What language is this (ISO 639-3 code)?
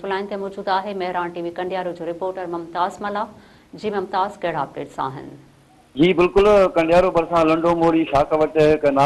snd